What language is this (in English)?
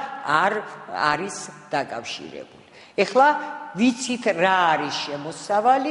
Georgian